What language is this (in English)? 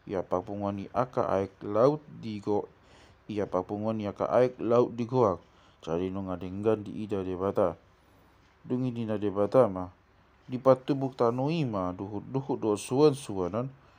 Batak Toba